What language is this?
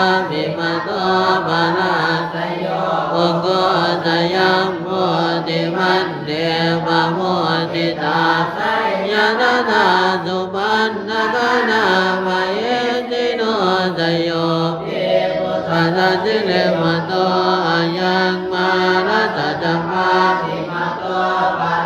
Pali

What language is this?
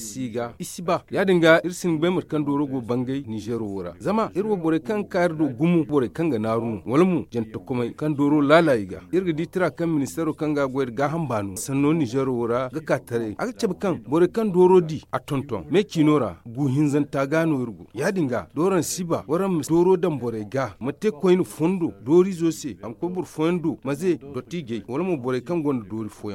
Zarma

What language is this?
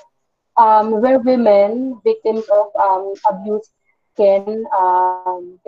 Filipino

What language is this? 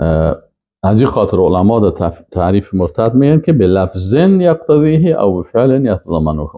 Persian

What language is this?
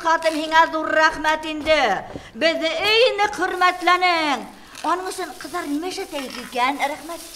Bashkir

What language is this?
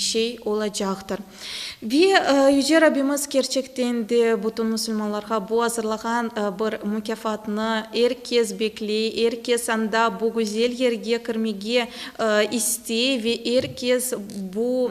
Crimean Tatar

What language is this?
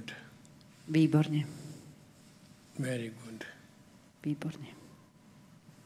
Slovak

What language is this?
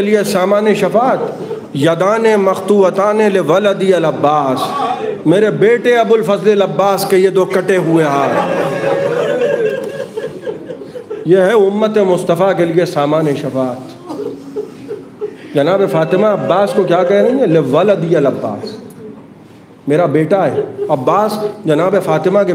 Urdu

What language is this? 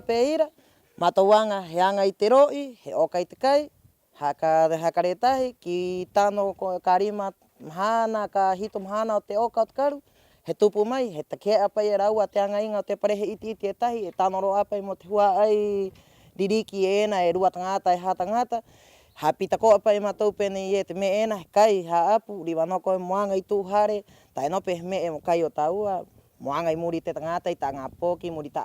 Rapanui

